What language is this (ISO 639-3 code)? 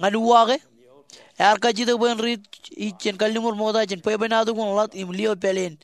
mah